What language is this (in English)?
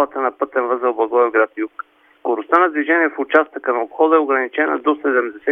Bulgarian